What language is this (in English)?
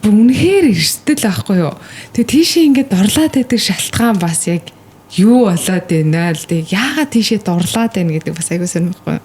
Mongolian